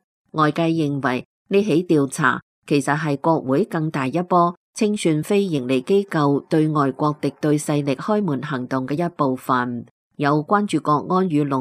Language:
Cantonese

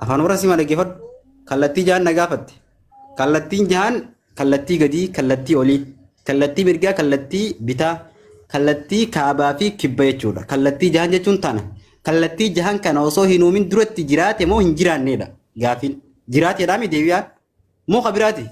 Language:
Oromo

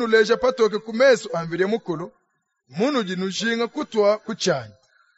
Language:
Luba-Lulua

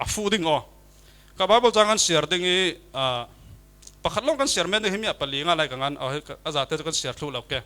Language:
Falam Chin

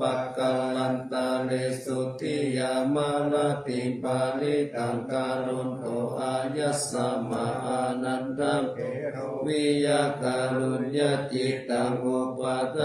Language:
Pali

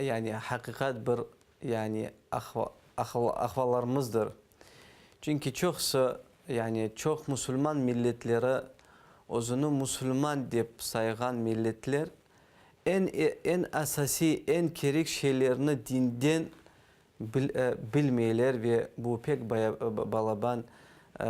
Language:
Crimean Tatar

